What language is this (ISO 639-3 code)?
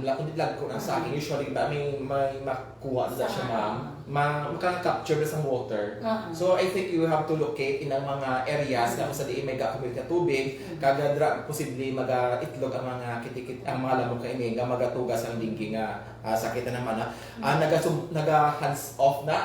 hil